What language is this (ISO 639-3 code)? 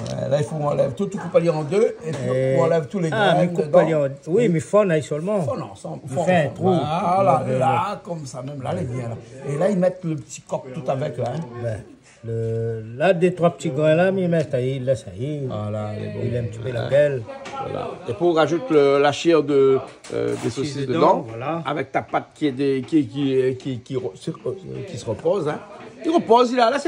rcf